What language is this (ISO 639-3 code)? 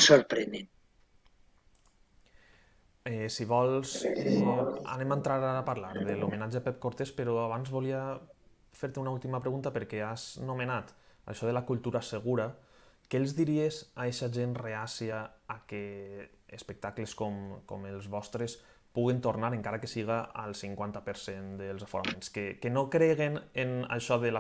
cat